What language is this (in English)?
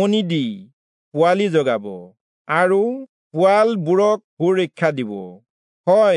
Assamese